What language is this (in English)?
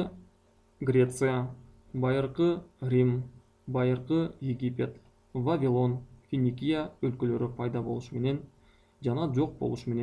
Kyrgyz